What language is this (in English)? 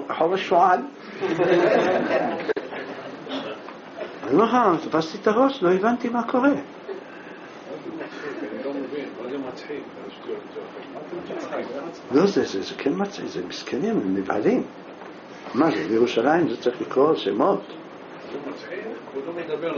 Hebrew